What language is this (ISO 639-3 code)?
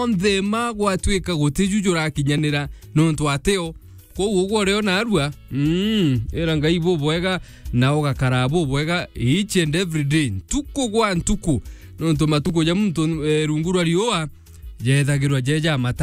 mer